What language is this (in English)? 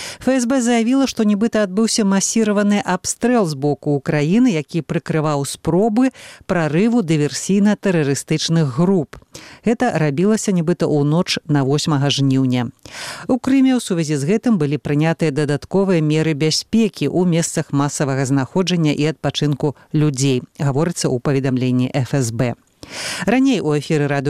Belarusian